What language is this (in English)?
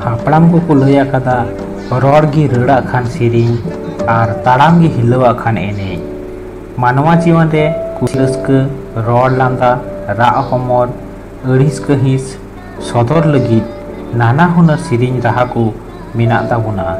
Santali